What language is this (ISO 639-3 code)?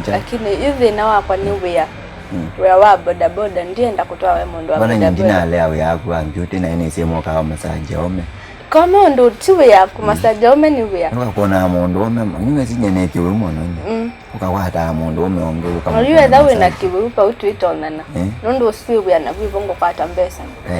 kam